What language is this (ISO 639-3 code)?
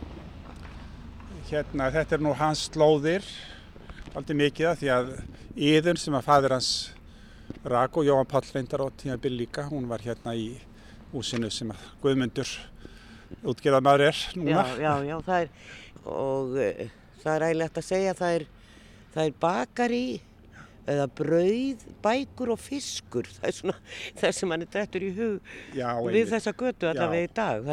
isl